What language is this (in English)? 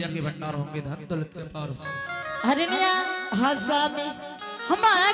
Angika